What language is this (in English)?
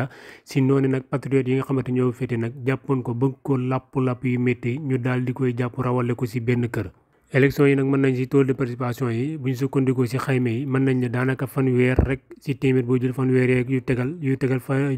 Wolof